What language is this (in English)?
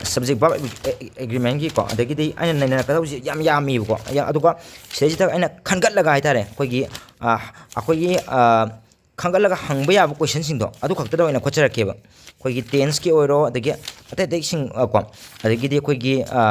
Manipuri